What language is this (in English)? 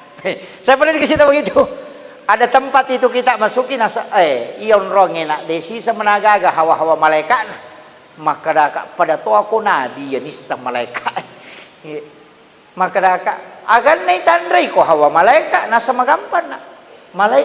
Buginese